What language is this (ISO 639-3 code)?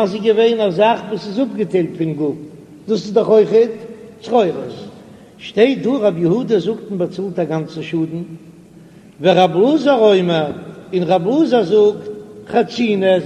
yid